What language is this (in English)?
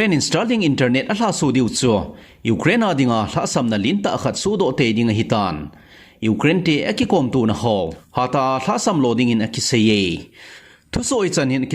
Thado Chin